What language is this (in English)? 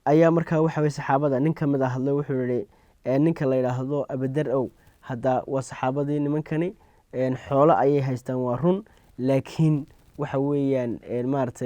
Somali